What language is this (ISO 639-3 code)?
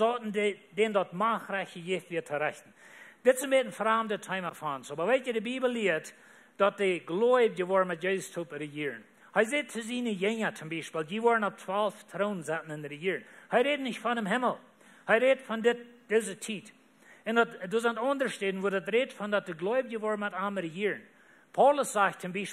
pdt